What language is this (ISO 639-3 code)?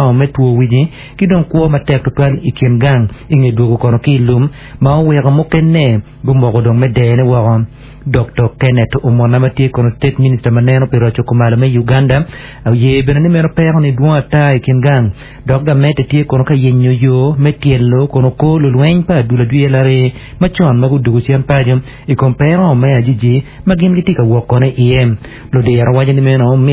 ach